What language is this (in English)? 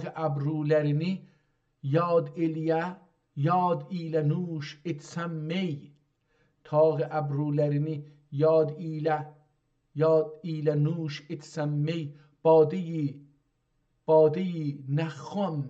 South Azerbaijani